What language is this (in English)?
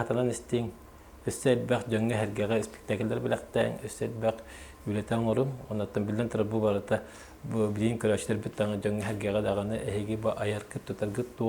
Yakut